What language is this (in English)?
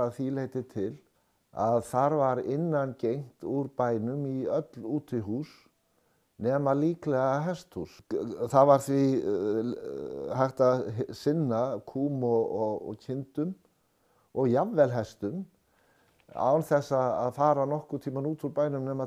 Icelandic